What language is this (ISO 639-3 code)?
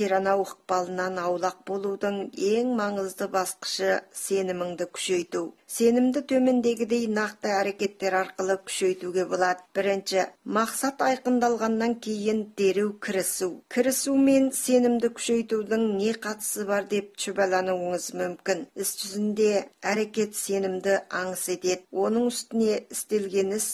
kaz